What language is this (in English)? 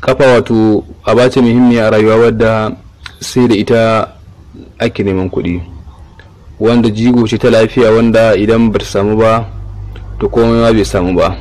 Hausa